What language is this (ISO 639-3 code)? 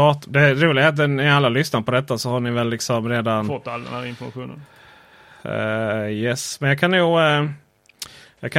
swe